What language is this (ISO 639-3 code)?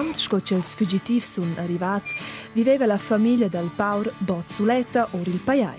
roh